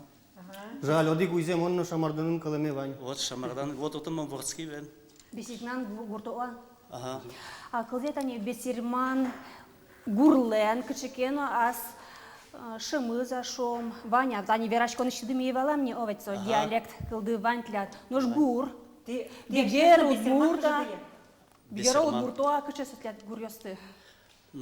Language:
Udmurt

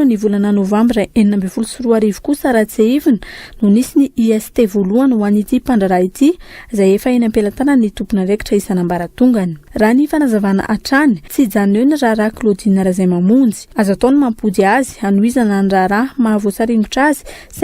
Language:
Malagasy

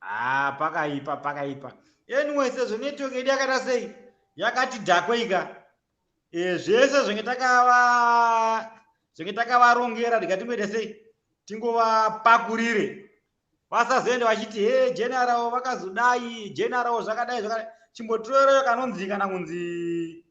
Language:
Shona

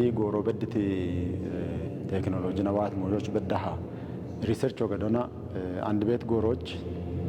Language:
Kafa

